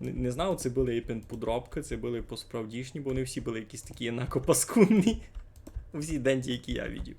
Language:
Rusyn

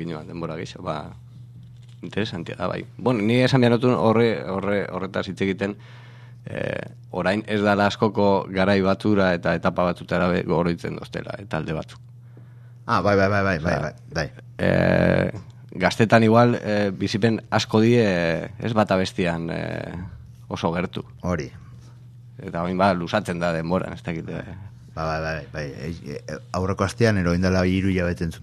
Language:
Basque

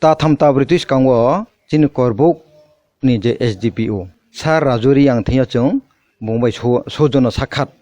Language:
Kok Borok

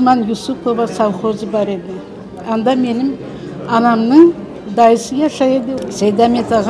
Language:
Crimean Tatar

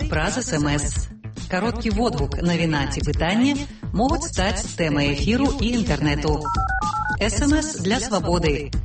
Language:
Belarusian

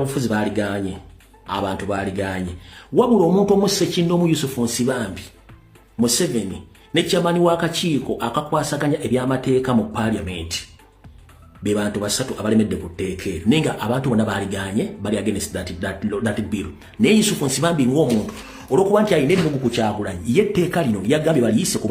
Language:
Ganda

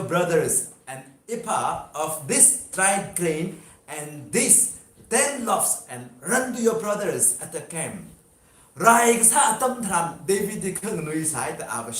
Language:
Tangkhul Naga (India)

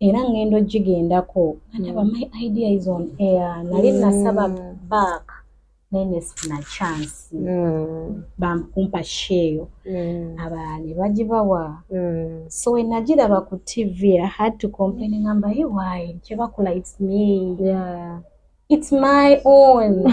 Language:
Ganda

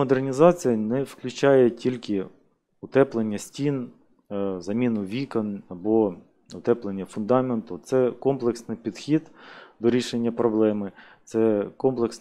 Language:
Ukrainian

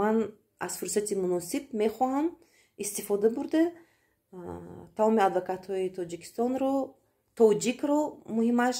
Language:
Tajik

